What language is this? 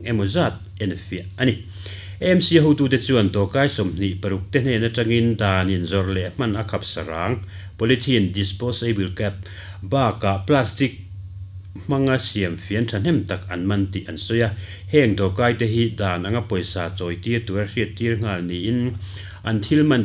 Mizo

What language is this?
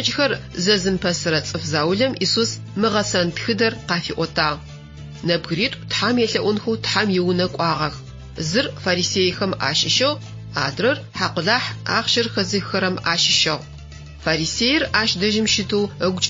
Adyghe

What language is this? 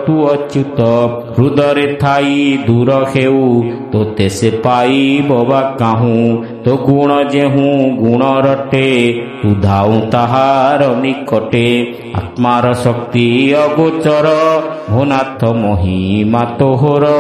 Odia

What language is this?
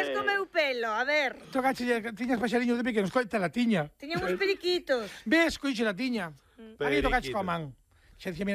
Galician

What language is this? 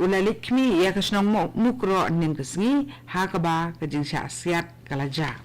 Khasi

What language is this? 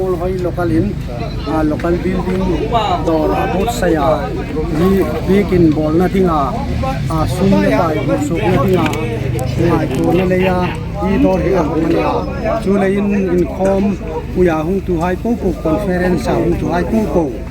Hmar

